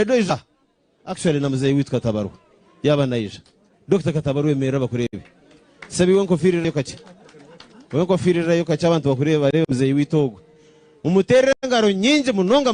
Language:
Nyankole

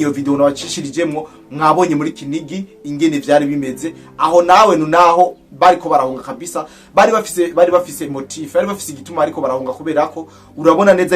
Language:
Rundi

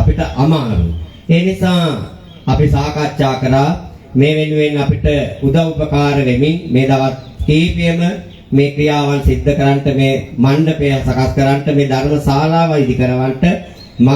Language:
Sinhala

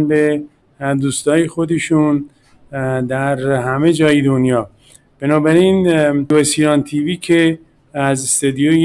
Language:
Persian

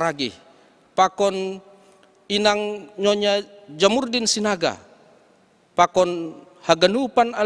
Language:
Batak Simalungun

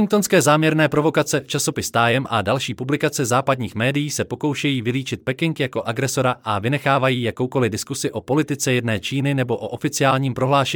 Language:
Czech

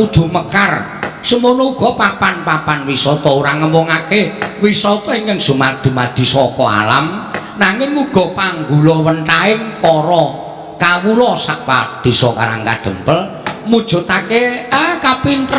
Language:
Javanese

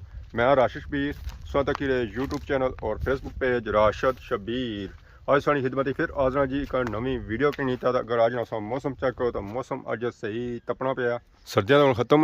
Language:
Pahari-Potwari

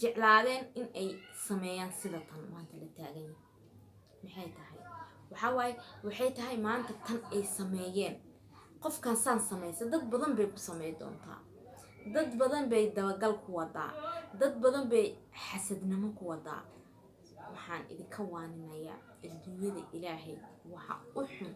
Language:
Somali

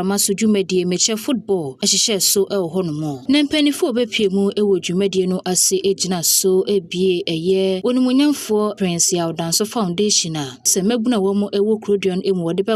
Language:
Akan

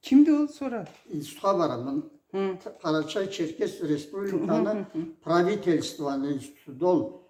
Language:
Karachay-Balkar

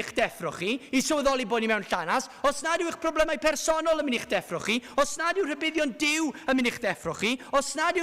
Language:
Welsh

